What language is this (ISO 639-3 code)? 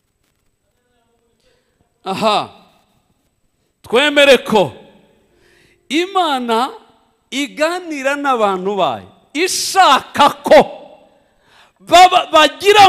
kin